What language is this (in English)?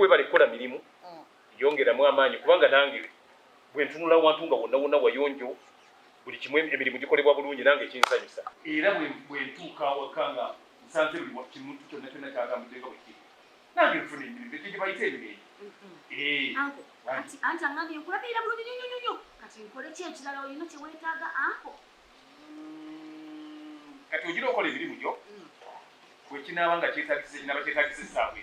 Ganda